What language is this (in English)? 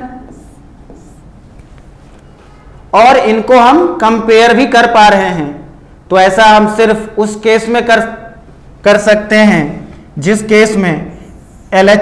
Hindi